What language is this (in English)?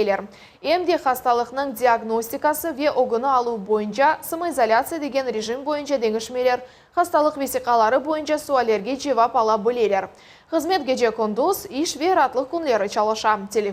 Crimean Tatar